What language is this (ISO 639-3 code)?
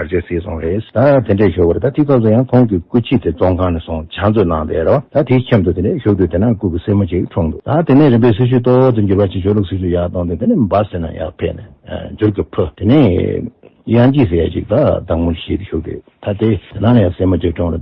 bod